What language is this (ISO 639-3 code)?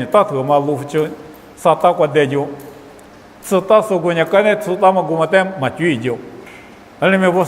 lis